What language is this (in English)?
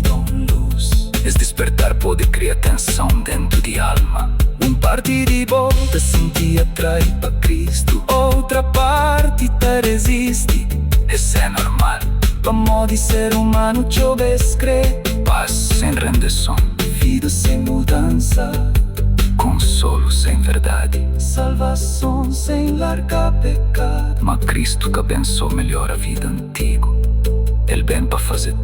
Kabuverdianu